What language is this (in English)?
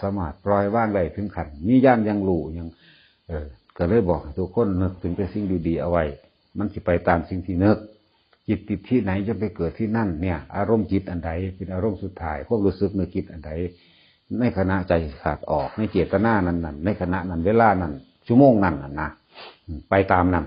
Northeastern Thai